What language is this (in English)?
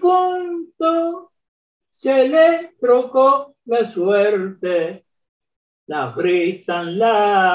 Ladino